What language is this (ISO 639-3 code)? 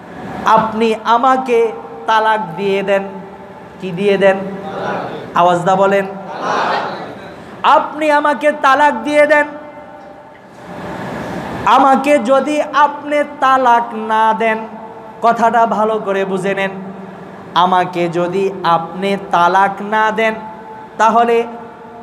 ben